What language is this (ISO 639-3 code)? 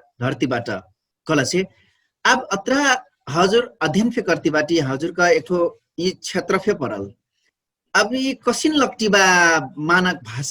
thl